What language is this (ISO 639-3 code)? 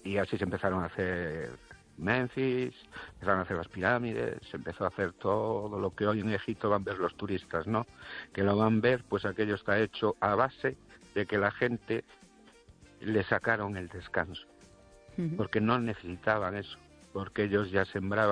spa